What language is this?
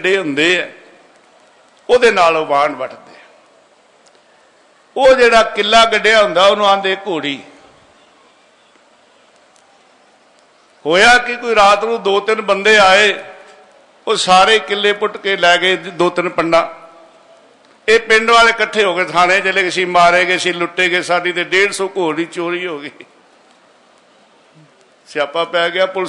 Punjabi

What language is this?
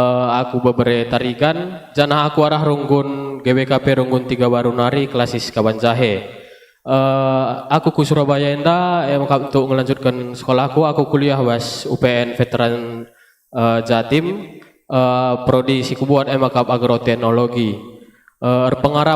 Batak Karo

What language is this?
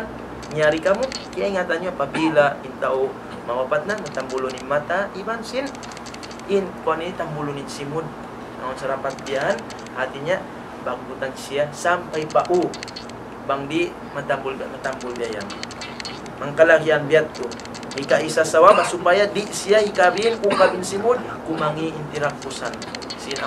Tausug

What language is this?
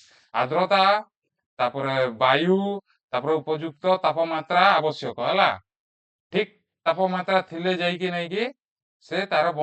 Odia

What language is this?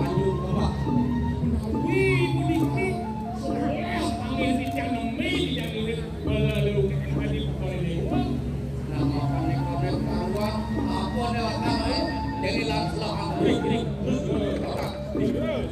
Balinese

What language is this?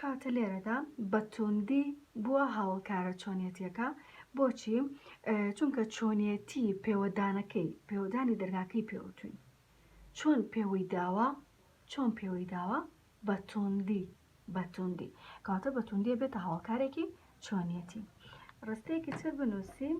Central Kurdish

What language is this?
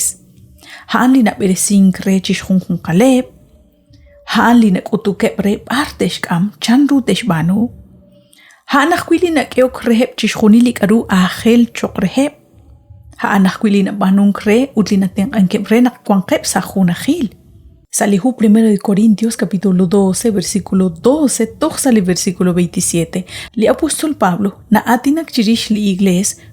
Kekchí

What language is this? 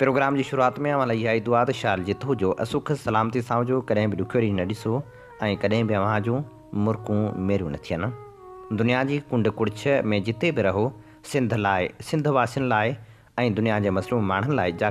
Sindhi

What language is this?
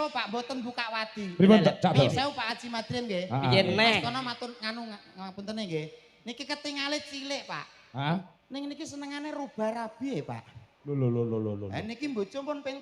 Javanese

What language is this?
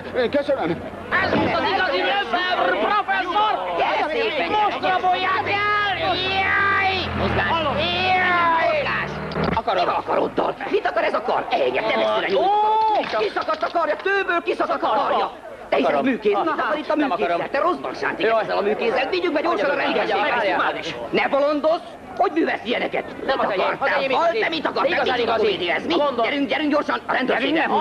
Hungarian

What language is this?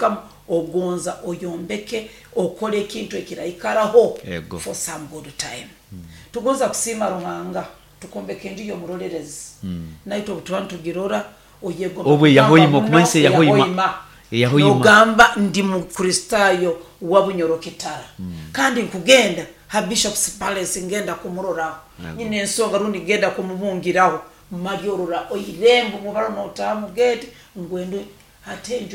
Nyoro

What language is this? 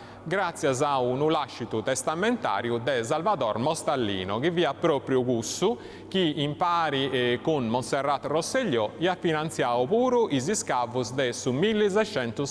Sardinian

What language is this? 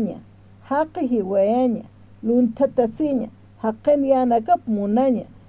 Aymara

